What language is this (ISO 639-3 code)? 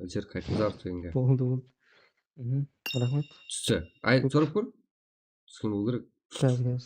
kaa